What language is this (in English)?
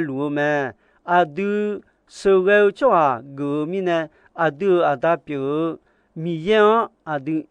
Akha